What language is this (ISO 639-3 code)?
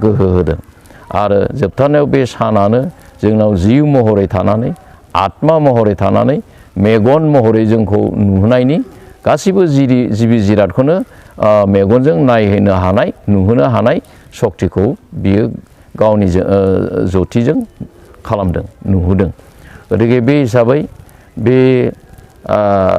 brx